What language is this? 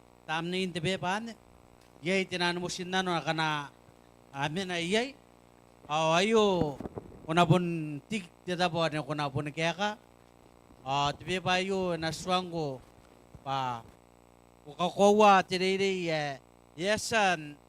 Gilbertese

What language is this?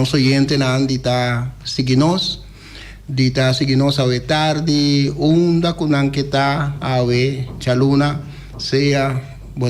Papiamento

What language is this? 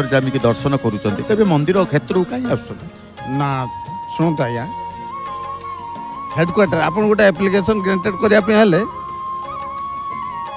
Odia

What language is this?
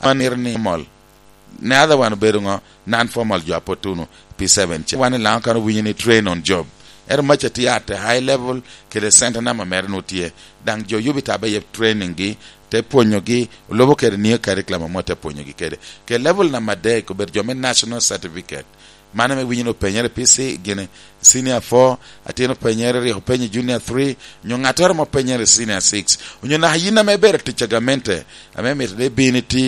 Lango (Uganda)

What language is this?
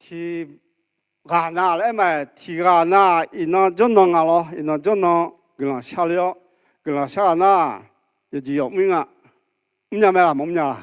Akha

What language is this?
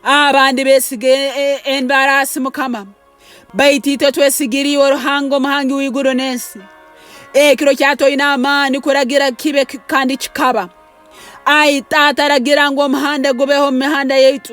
Nyankole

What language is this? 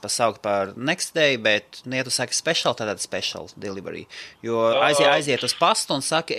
Latvian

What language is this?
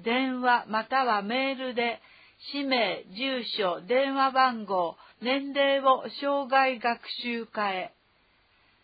Japanese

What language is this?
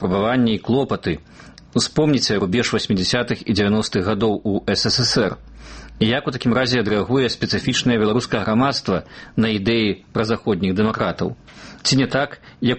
Belarusian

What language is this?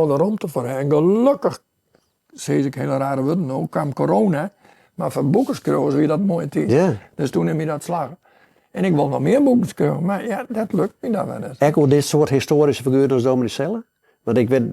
Western Frisian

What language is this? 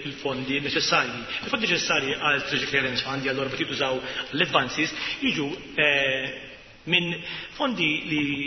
Maltese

